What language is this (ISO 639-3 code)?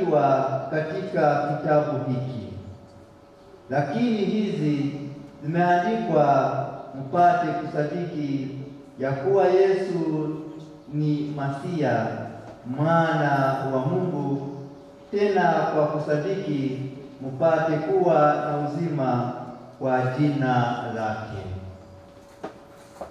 swa